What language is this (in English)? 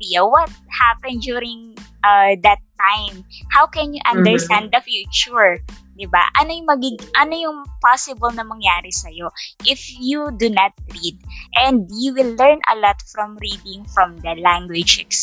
Filipino